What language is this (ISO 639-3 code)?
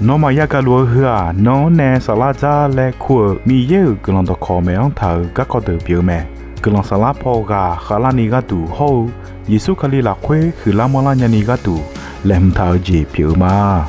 ahk